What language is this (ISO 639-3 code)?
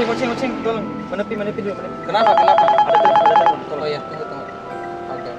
mfp